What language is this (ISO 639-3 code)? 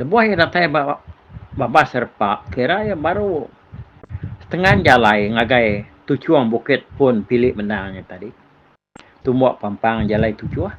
iba